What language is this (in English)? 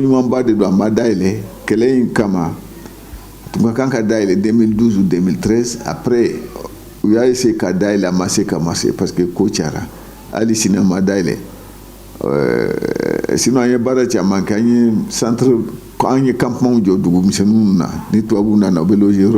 Bambara